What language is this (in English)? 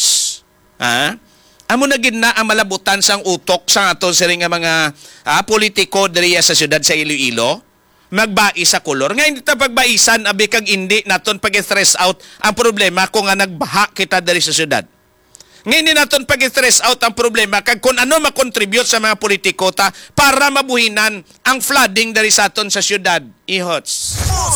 Hiligaynon